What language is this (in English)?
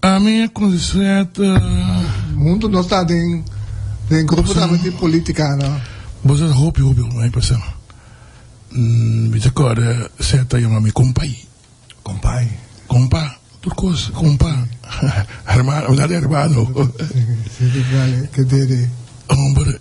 Papiamento